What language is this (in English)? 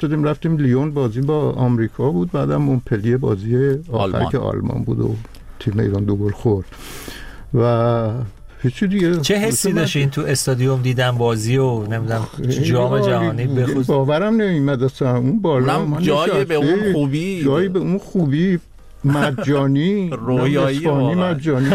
Persian